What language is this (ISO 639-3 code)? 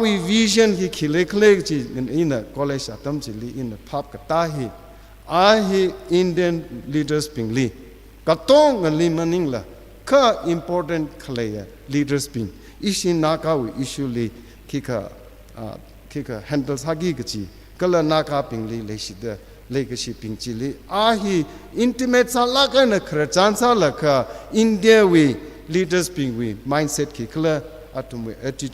nmf